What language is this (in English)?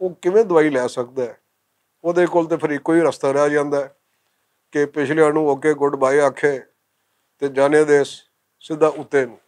Western Panjabi